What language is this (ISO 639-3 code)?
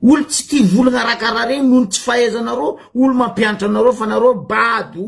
mlg